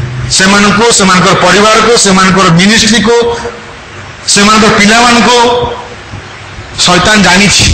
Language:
Odia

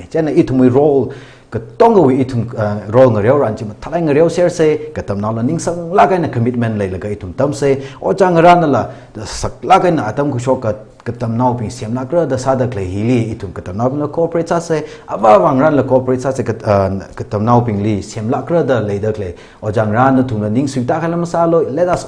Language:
Tangkhul Naga (India)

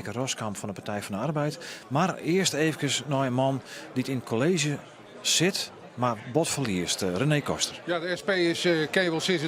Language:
Western Frisian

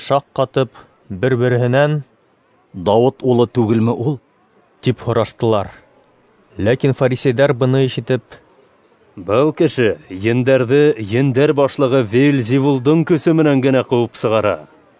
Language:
Bashkir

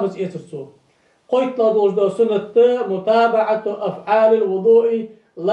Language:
Ingush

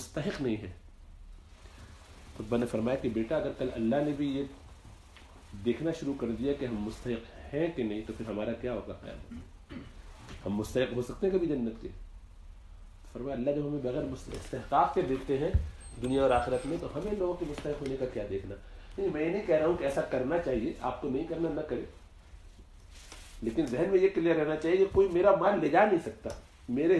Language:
Urdu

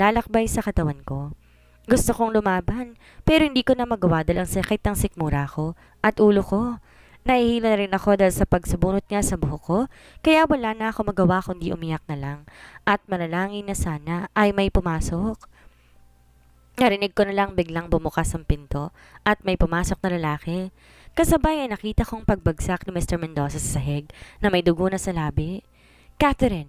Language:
Filipino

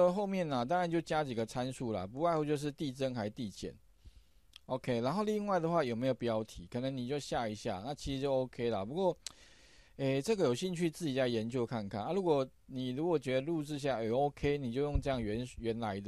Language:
Chinese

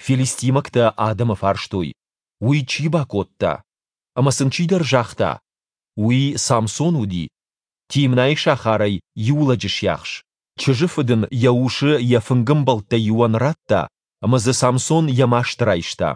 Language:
Ossetic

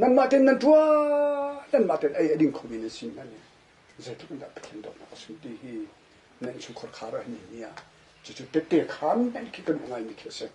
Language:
Hakha Chin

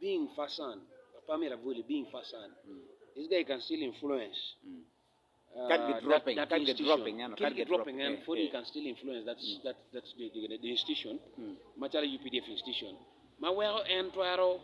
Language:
Acoli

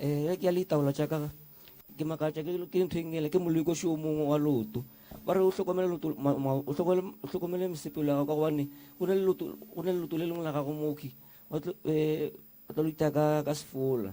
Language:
Northern Sotho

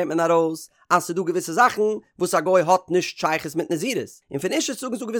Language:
Yiddish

